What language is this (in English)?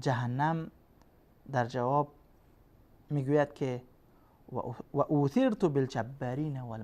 Persian